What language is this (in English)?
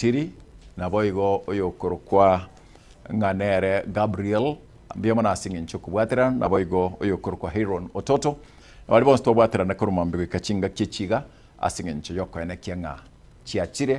Gusii